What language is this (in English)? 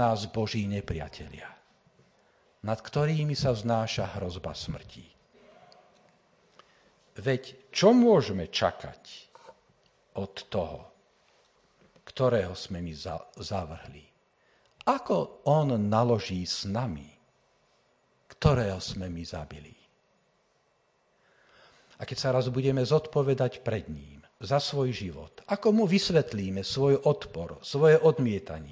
Slovak